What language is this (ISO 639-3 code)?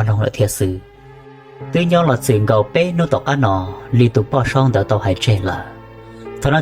hmn